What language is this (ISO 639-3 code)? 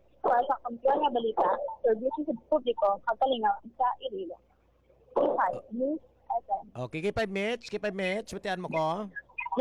hil